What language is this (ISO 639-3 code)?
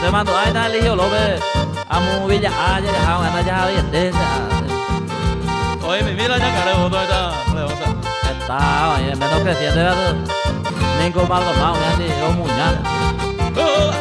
grn